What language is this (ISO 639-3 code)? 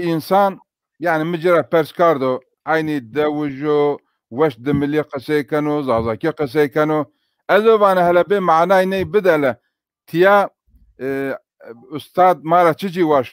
zza